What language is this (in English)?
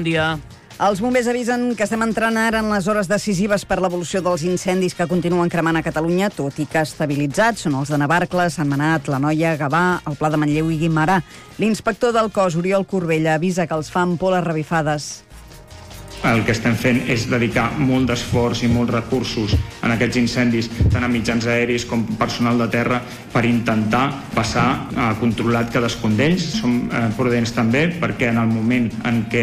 Catalan